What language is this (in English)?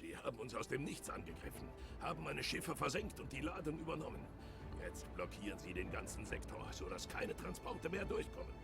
Swiss German